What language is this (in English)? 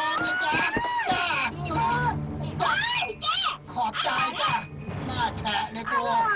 Thai